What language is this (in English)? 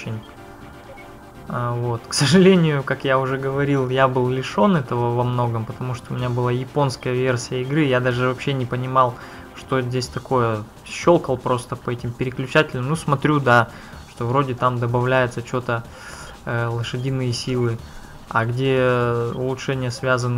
Russian